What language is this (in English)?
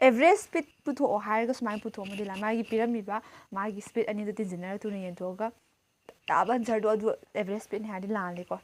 Manipuri